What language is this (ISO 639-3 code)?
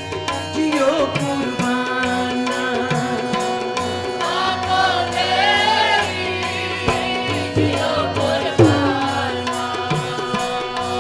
pan